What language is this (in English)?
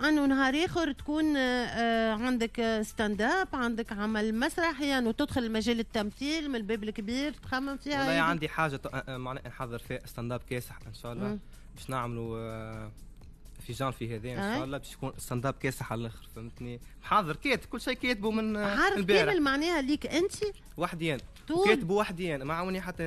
Tunisian Arabic